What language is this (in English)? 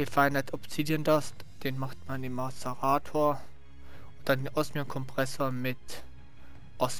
German